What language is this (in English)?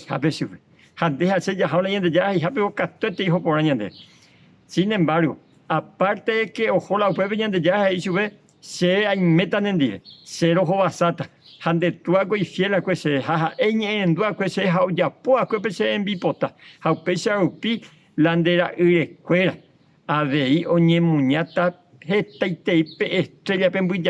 Guarani